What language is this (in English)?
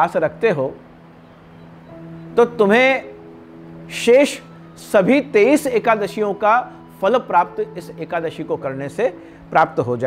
Hindi